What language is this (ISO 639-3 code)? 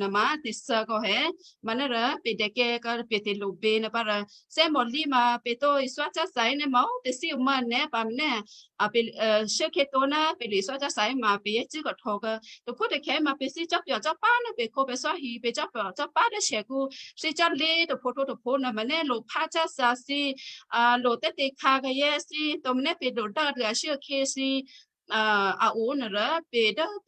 kyu